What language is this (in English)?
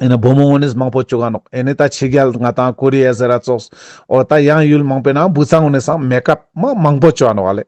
Ladakhi